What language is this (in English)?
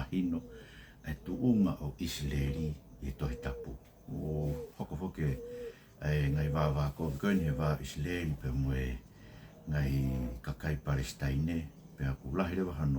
Tongan